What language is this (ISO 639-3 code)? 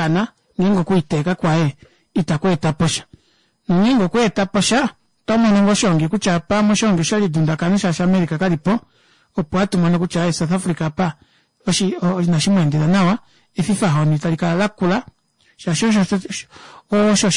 kua